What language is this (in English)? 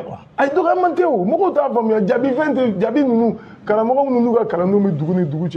Bambara